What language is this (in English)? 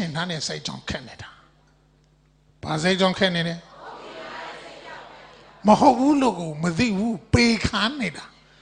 Burmese